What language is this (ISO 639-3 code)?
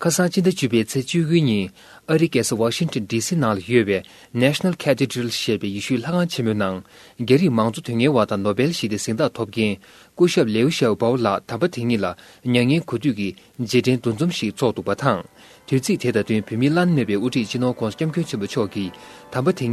bod